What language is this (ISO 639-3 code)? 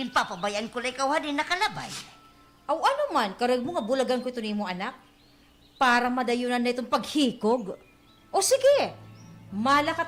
war